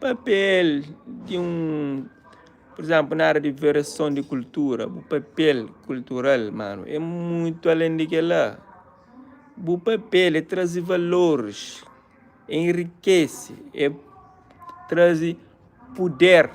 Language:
Kabuverdianu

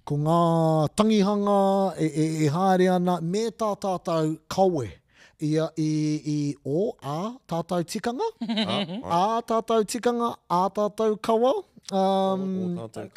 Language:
Māori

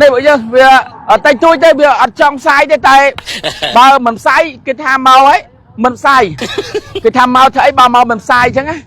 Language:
Khmer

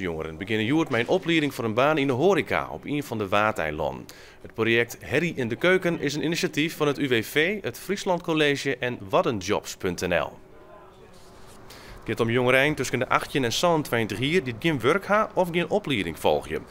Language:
Western Frisian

